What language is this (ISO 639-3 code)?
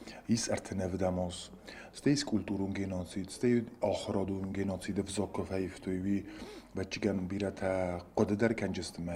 oss